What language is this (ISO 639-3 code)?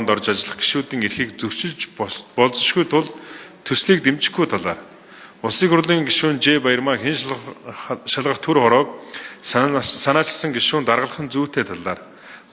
mon